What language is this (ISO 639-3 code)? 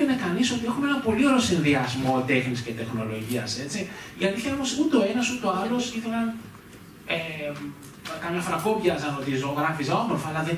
ell